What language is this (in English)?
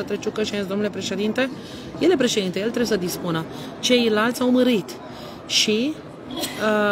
Romanian